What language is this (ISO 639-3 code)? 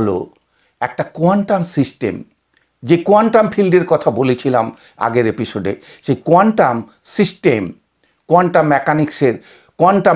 ben